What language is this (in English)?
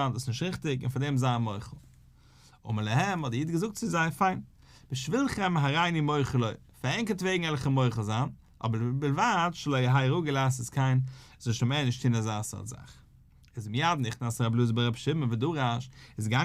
Yiddish